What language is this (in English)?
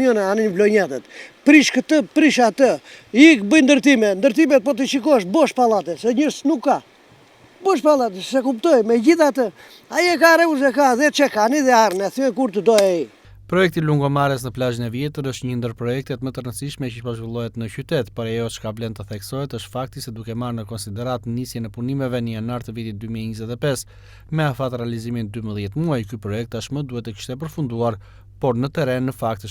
Albanian